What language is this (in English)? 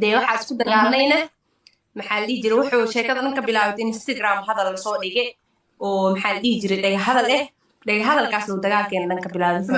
Somali